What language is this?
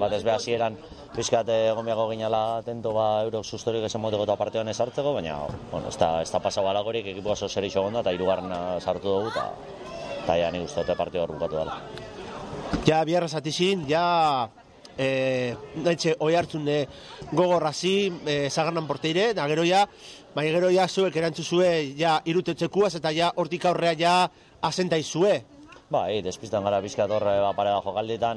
Basque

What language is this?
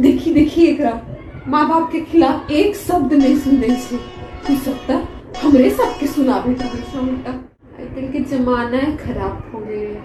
Maithili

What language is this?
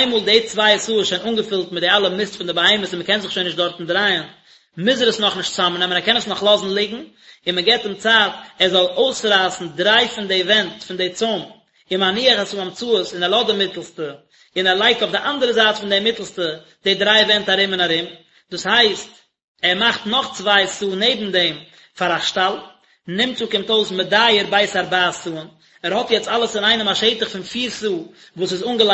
Yiddish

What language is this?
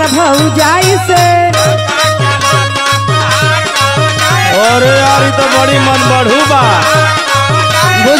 Bhojpuri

